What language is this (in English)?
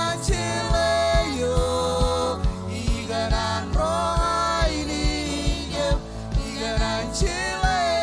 Marshallese